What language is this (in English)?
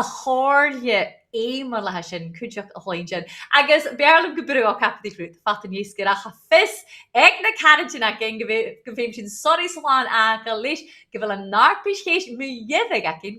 Scottish Gaelic